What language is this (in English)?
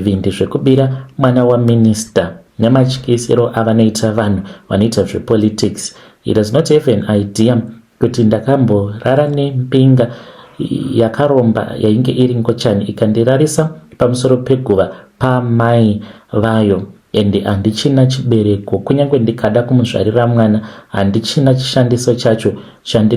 Shona